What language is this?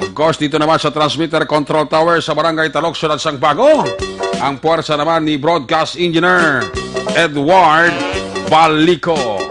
Hiligaynon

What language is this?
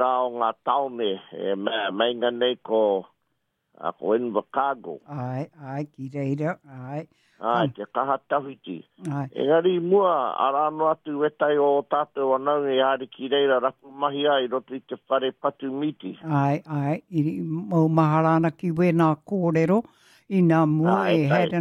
Māori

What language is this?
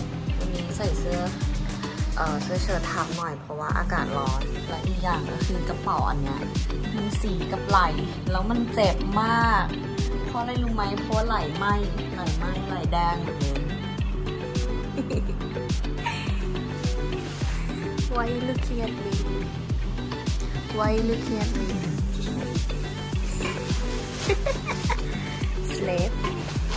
Thai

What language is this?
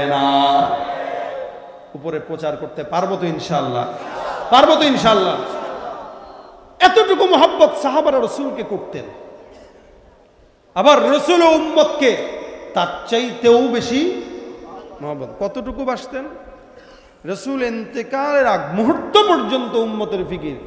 Bangla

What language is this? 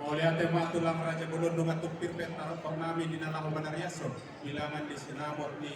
Batak Toba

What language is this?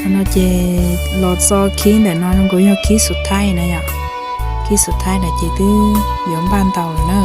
Hmong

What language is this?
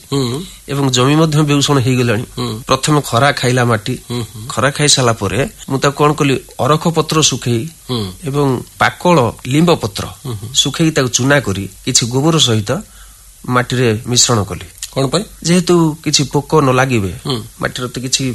Odia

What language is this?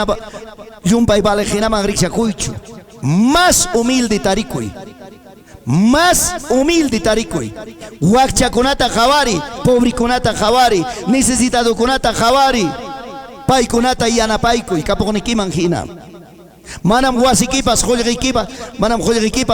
Ayacucho Quechua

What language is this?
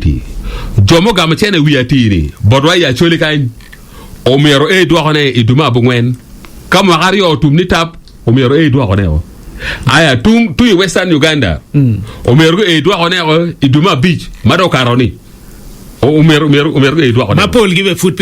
Acoli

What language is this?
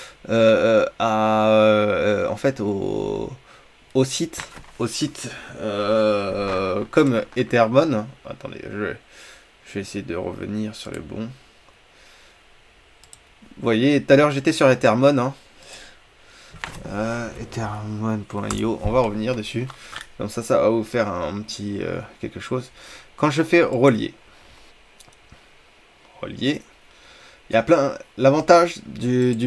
French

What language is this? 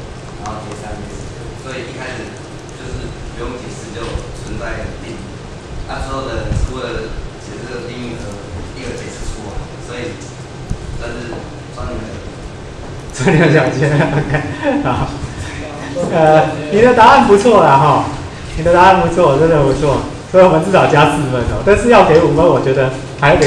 Chinese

